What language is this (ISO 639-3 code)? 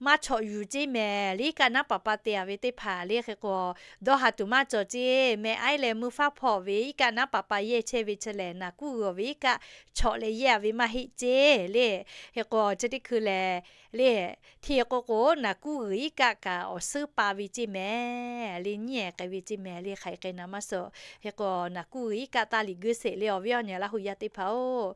lhu